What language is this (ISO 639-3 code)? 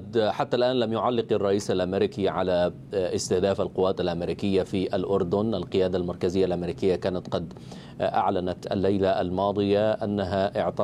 ara